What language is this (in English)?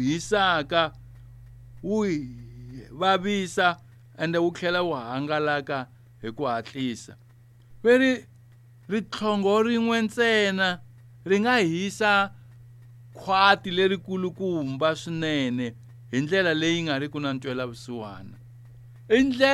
Tsonga